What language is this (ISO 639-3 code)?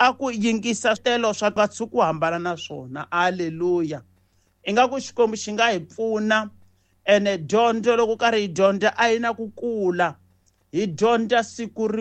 tso